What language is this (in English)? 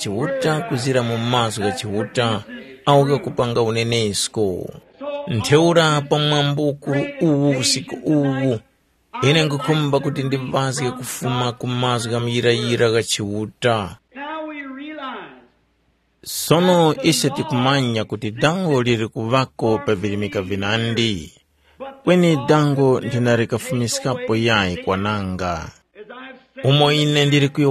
Tumbuka